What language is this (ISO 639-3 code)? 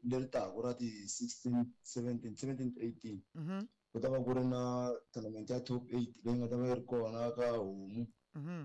tso